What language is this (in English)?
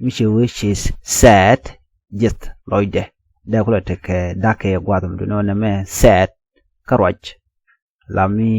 Nuer